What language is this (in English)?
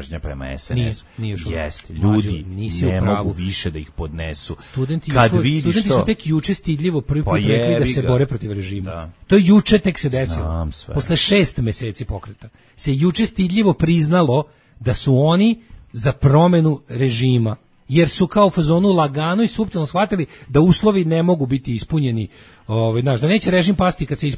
Serbian